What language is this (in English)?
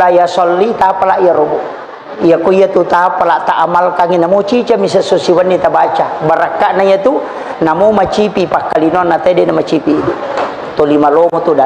Buginese